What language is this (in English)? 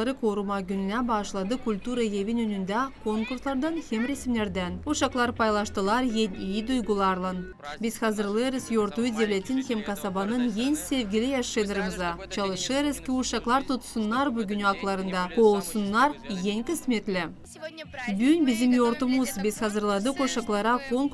Gagauz